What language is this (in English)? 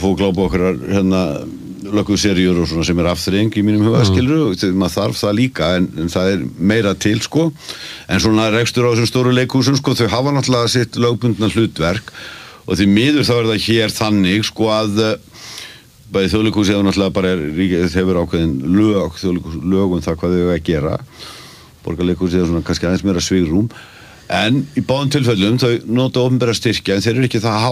Icelandic